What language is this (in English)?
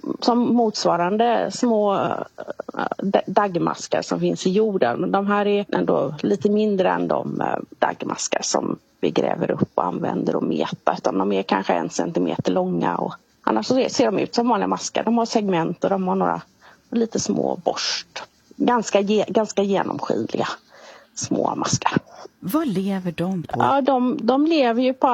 Swedish